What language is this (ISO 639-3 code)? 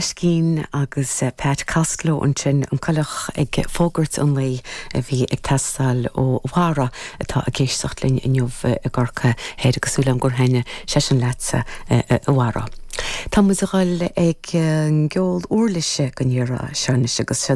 gle